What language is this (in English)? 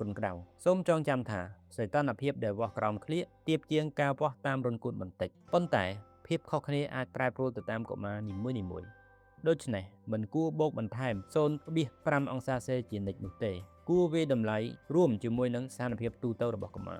Khmer